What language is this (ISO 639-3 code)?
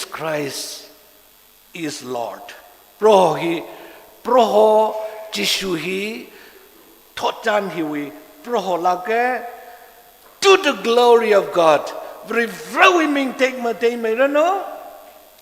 nmf